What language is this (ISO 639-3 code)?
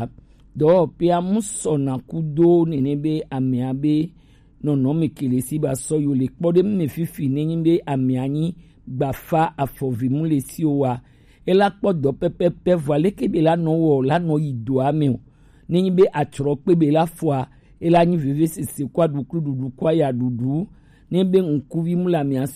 gej